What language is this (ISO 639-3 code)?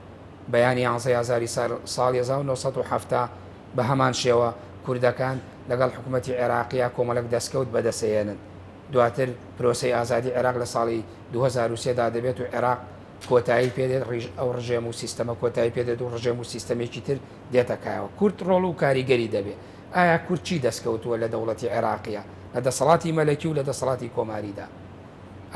ckb